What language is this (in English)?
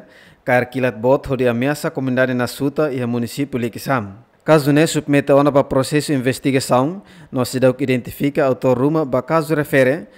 Tetum